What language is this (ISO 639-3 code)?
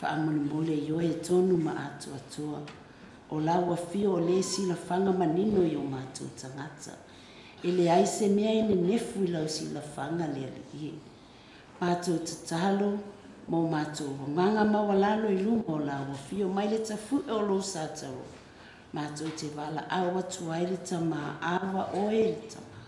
smo